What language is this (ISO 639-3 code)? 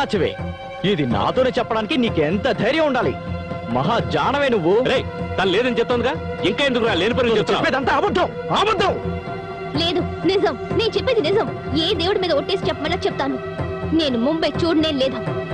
tel